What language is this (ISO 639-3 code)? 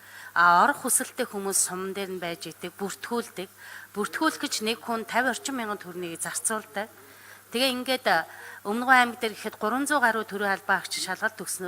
mon